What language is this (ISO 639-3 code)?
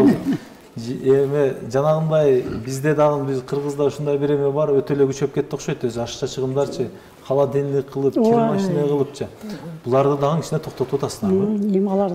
kir